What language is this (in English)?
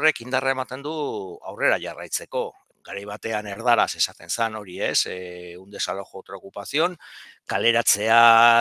Basque